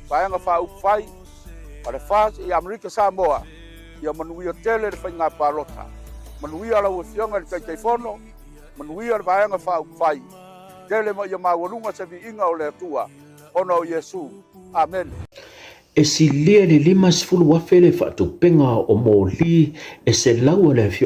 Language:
Samoan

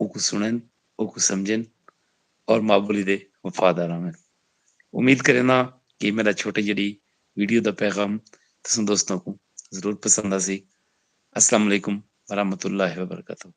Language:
Saraiki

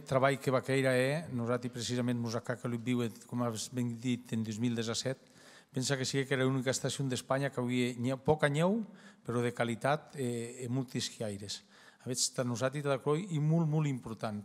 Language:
Occitan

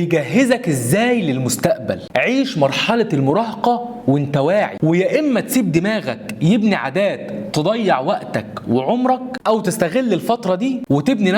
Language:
Egyptian Arabic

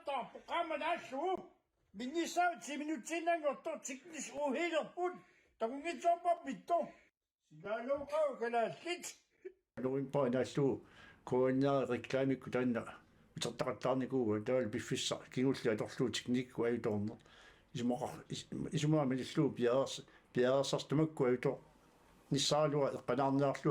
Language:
Kalaallisut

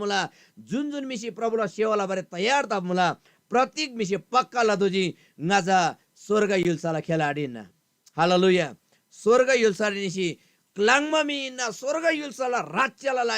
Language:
Eastern Tamang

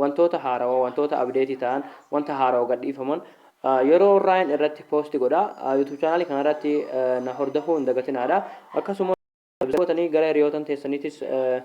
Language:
Oromo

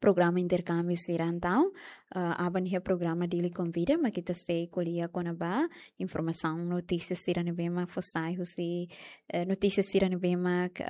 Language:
Tetum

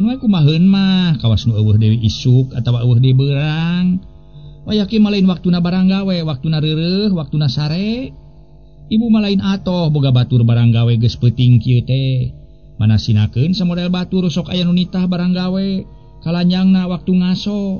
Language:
Sundanese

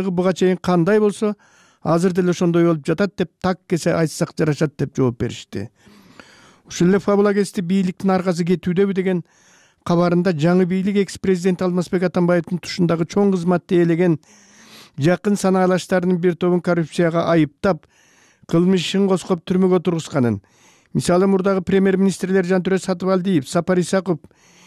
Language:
Kyrgyz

